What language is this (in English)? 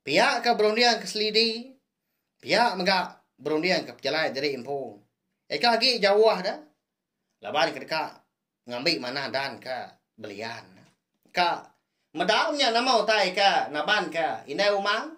Iban